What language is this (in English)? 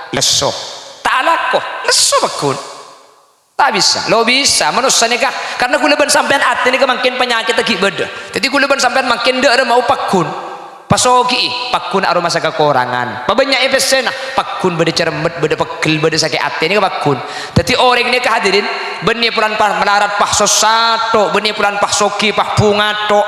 Madurese